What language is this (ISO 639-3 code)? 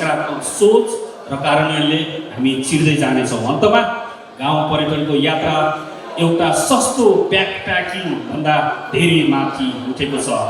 nep